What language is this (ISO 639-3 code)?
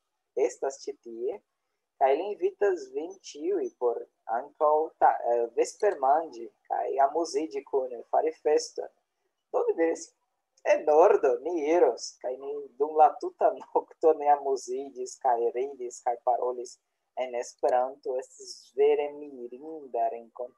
epo